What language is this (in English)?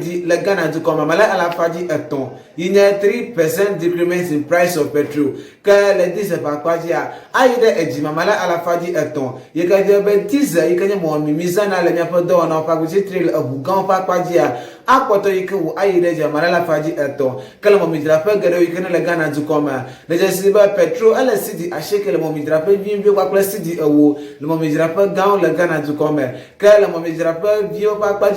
Ewe